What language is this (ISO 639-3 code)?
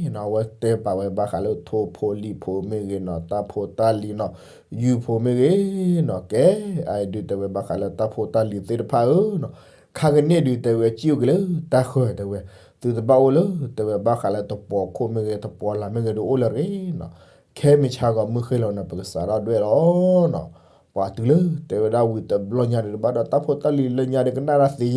ksw